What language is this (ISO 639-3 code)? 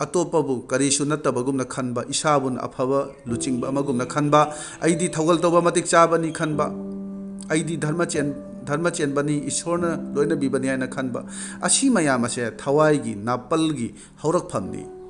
mni